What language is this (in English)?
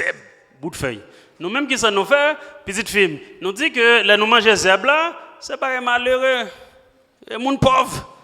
Haitian Creole